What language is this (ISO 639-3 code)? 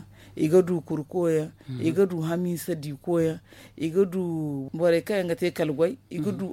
dje